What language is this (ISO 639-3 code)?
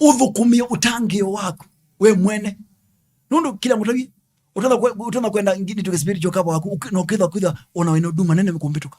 kam